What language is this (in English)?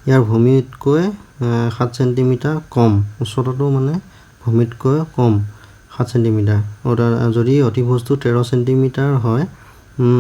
Assamese